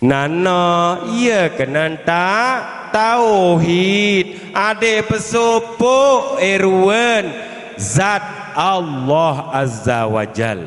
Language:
Sasak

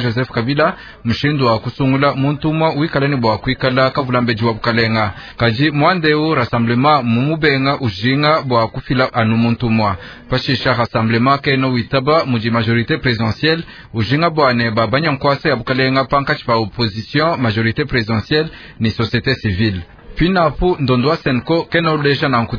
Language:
Luba-Lulua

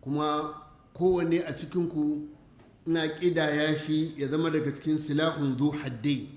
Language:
Hausa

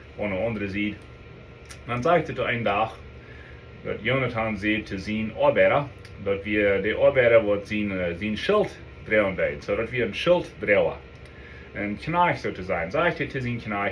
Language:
Plautdietsch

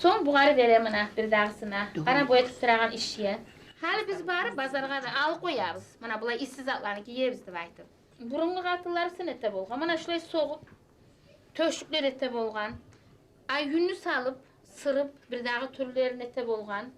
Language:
Kumyk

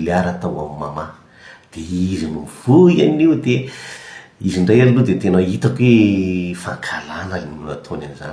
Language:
Malagasy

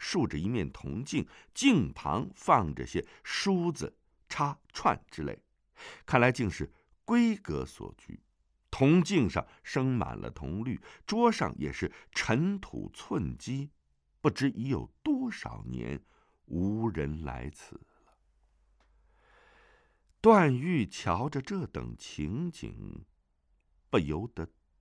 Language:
Chinese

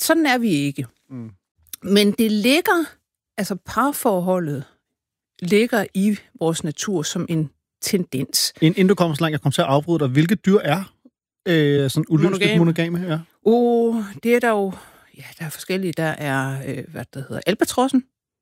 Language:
Danish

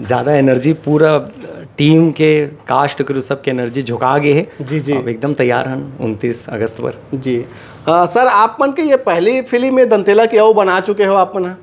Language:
Chhattisgarhi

